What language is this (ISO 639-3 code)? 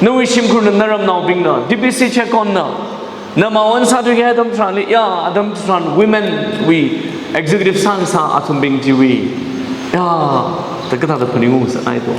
nmf